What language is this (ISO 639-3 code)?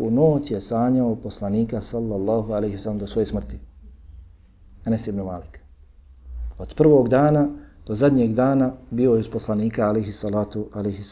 bos